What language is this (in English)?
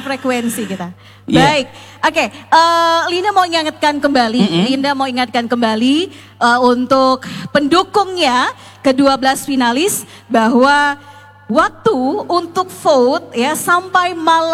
Indonesian